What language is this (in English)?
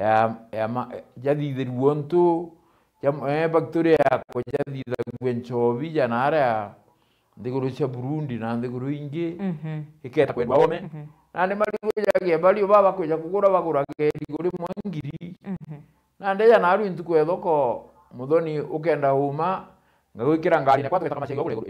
Meru